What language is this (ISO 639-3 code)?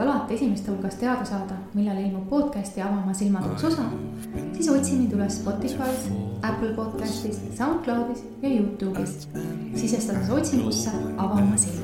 est